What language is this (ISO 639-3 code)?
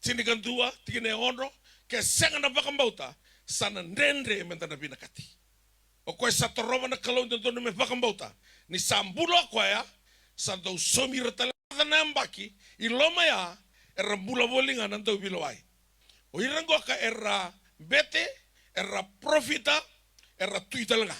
fij